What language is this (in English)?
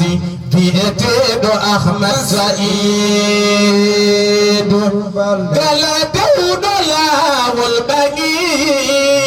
Fula